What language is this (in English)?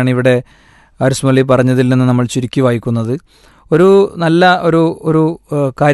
Malayalam